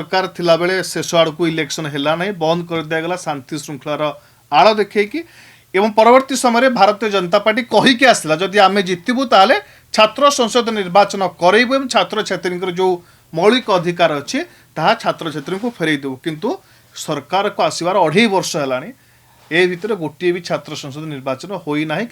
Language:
Odia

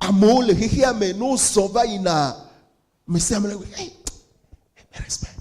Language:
Ewe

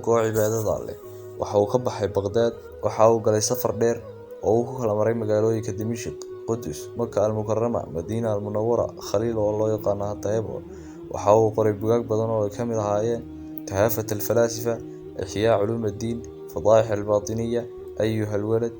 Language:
Somali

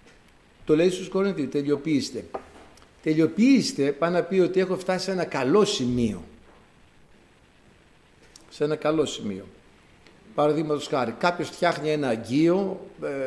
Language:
Greek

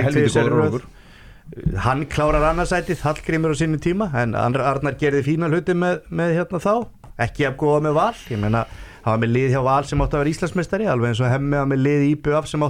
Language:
Icelandic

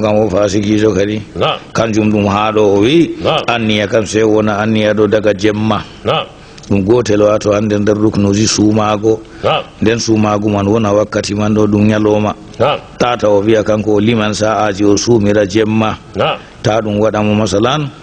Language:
Fula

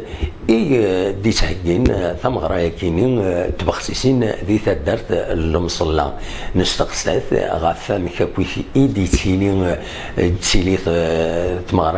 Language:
Kabyle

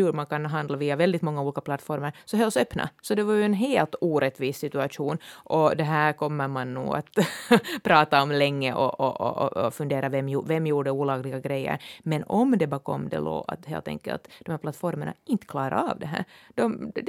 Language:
Swedish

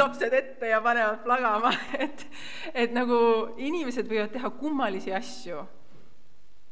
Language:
Estonian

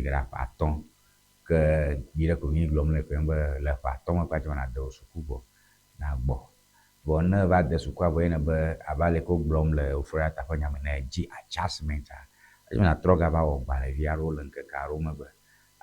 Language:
Ewe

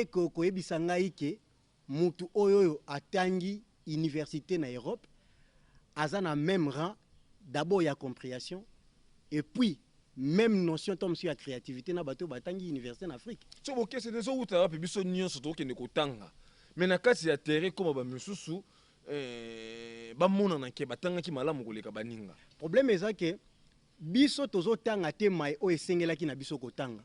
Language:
Lingala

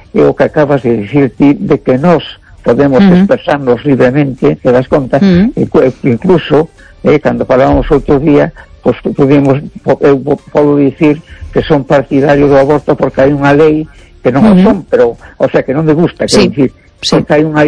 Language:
Galician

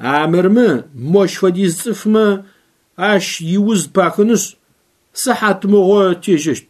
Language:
Adyghe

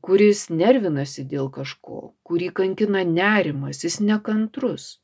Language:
Lithuanian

